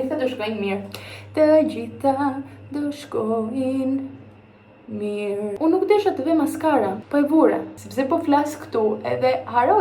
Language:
Albanian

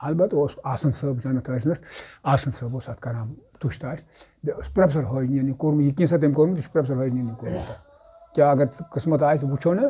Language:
Kashmiri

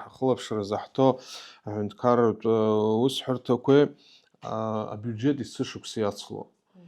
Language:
Abkhazian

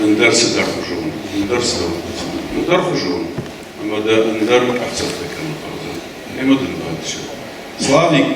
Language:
Ossetic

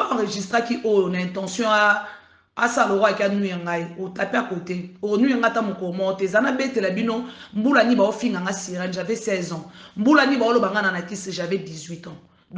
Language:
Lingala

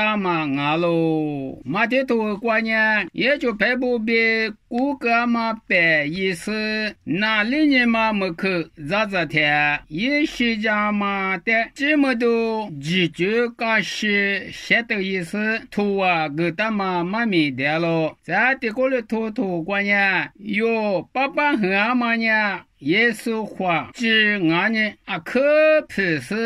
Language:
Lisu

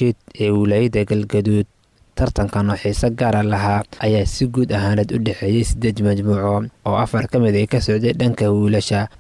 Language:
Somali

